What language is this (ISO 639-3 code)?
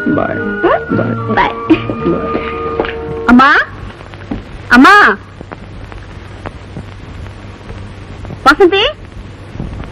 kan